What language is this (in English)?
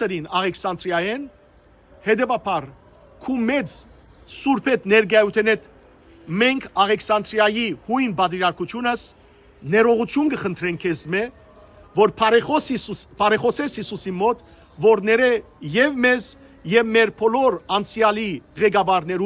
Western Armenian